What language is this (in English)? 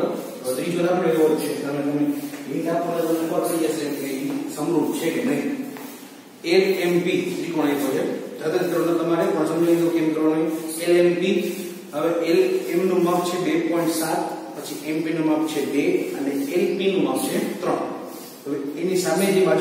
Gujarati